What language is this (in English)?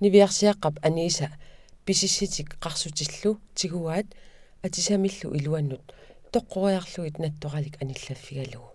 Kalaallisut